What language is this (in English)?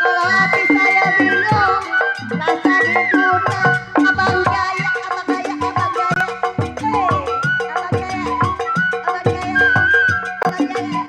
Betawi